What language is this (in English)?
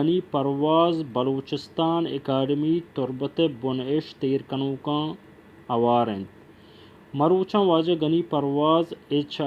Baluchi